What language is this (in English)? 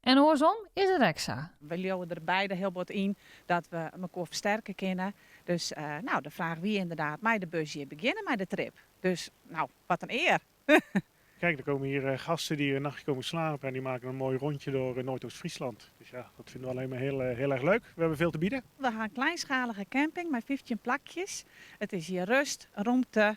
Western Frisian